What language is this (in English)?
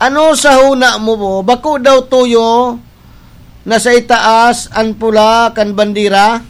Bikol